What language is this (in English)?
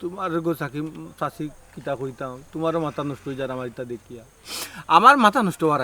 Sylheti